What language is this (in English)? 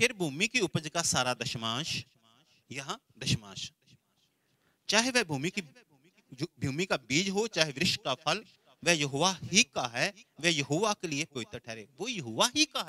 Hindi